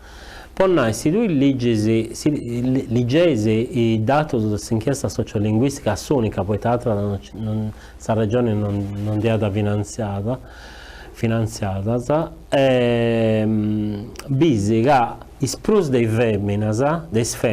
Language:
Sardinian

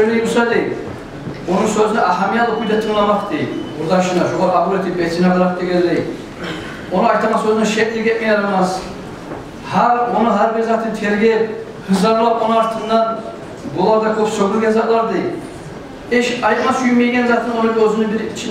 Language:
Kumyk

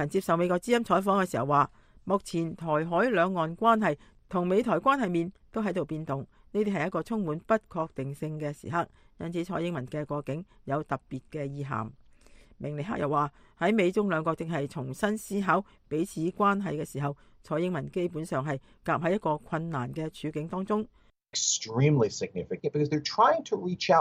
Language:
Cantonese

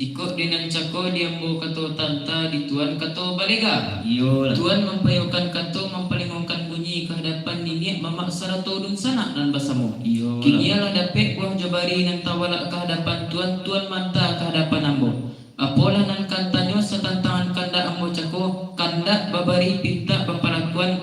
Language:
Minangkabau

